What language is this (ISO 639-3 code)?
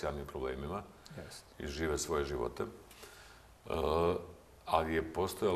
bos